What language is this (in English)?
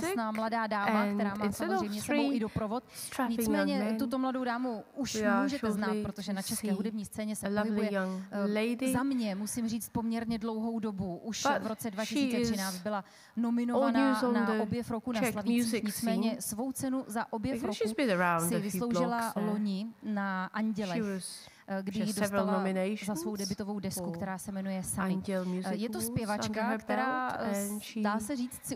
Czech